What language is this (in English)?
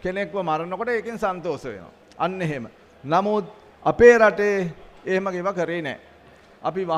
Sinhala